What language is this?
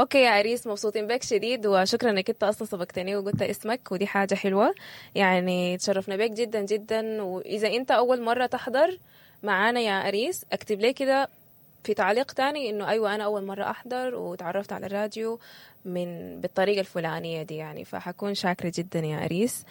Sudanese Arabic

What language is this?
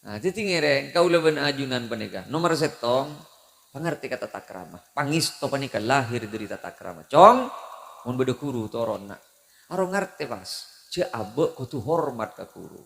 Madurese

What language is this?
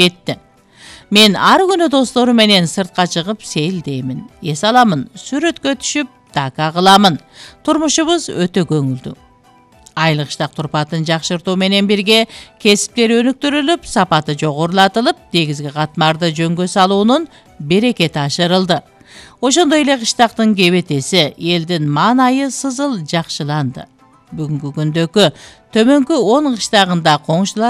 Kyrgyz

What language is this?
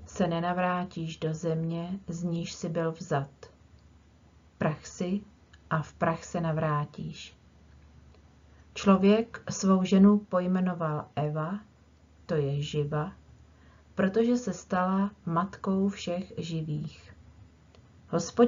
Czech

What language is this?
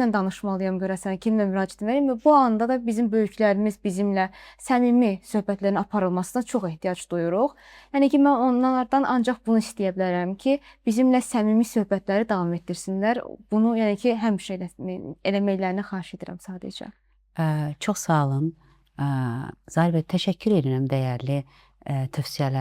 Azerbaijani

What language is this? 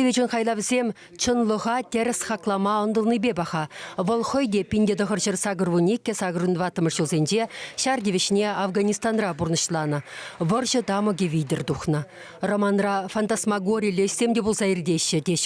Chuvash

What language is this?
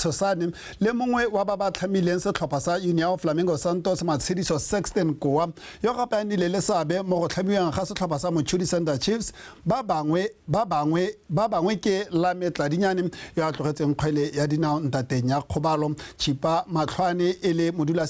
Tswana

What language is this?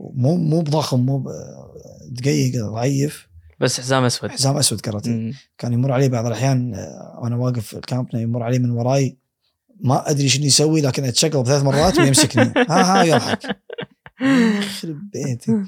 Gulf Arabic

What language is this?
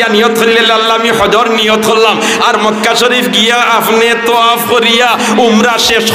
Sylheti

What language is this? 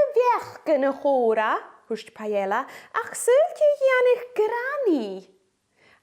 Scottish Gaelic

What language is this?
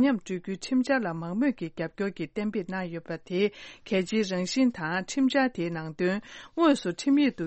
Tibetan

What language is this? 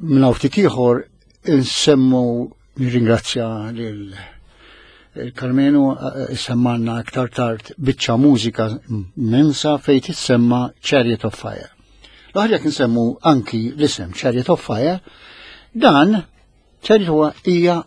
Maltese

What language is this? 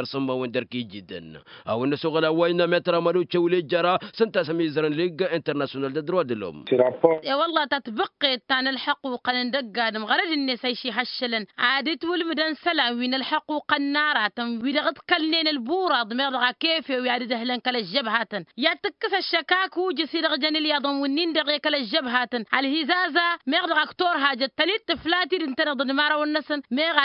Tamasheq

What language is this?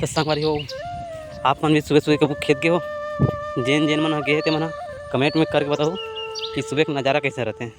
Chhattisgarhi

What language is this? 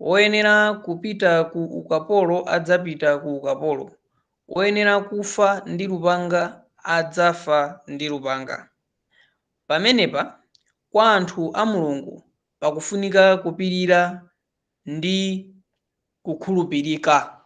Nyanja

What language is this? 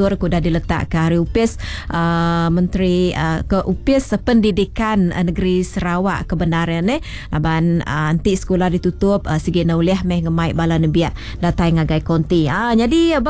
Iban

